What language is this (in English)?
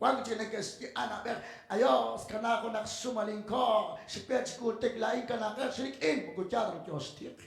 Kekchí